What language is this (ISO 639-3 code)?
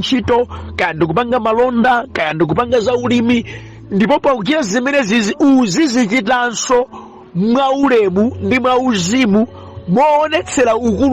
nya